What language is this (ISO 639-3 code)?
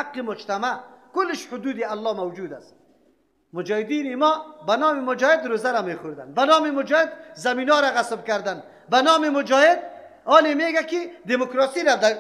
fas